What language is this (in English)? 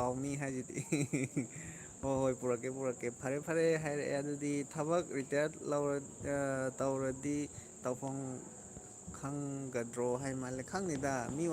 Manipuri